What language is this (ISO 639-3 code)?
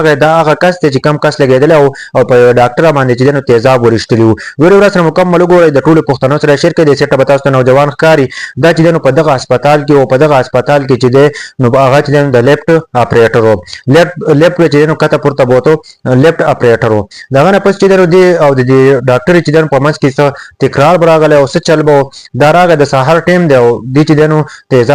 pus